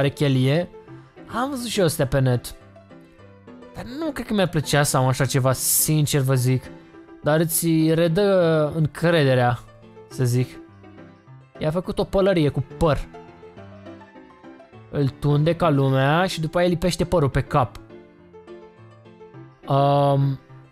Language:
Romanian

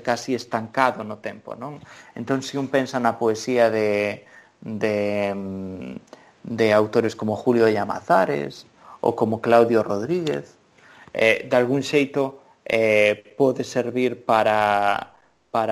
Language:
Galician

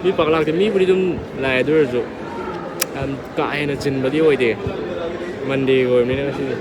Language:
Manipuri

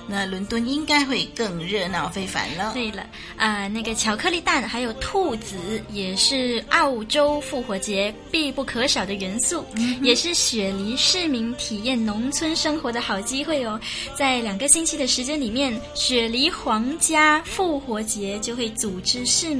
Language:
Chinese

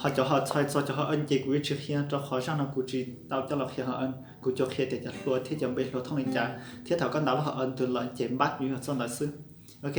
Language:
Hmong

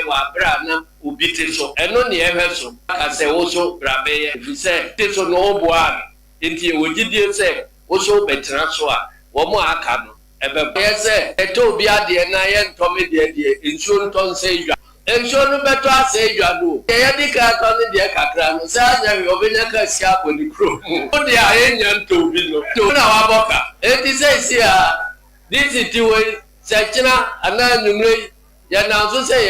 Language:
Akan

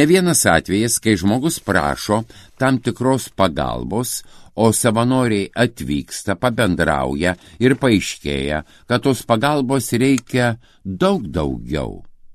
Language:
Lithuanian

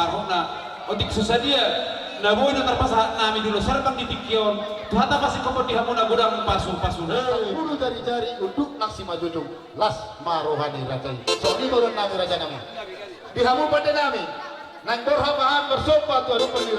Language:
Batak Toba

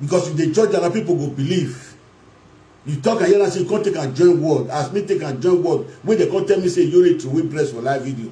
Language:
Nigerian Pidgin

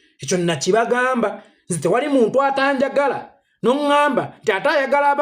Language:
Ganda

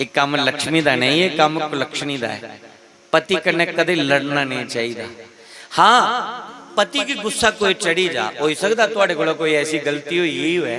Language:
Dogri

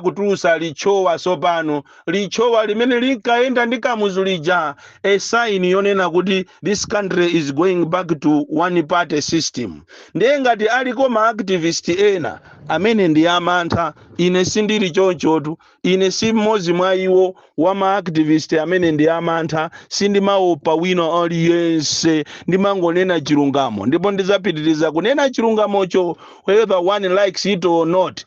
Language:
Nyanja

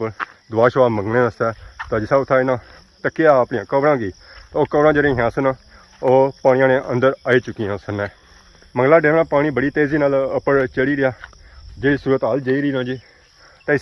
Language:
Pahari-Potwari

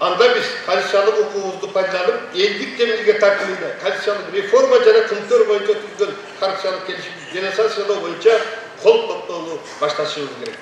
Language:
Kyrgyz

